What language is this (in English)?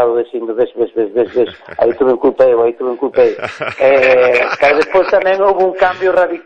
Galician